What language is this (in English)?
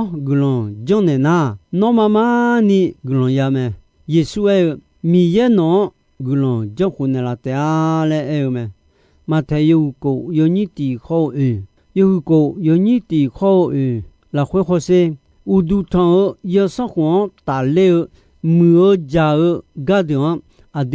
Akha